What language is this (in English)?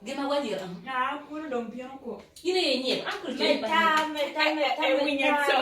Acoli